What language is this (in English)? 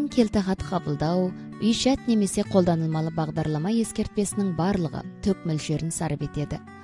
Kazakh